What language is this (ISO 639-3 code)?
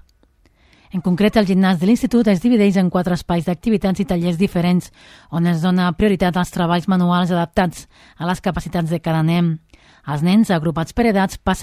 cat